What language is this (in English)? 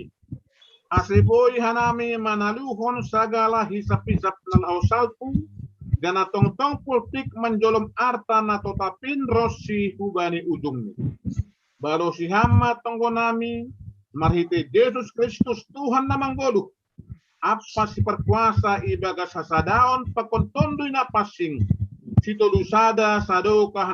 Batak Simalungun